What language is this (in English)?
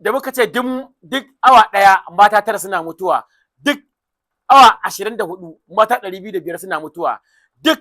Hausa